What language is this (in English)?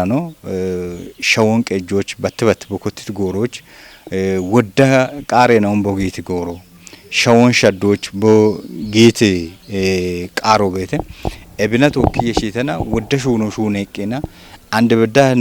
Kafa